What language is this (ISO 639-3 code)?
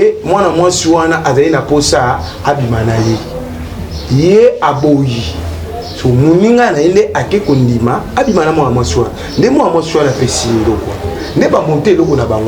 lin